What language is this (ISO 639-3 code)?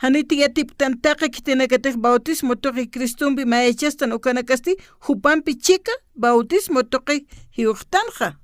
aym